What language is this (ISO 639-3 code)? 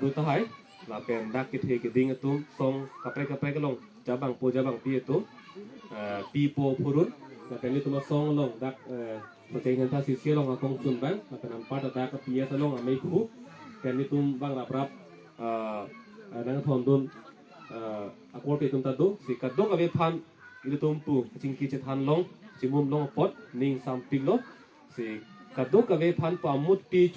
mjw